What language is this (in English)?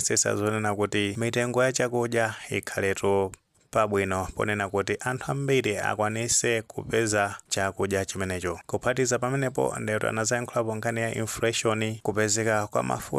Nyanja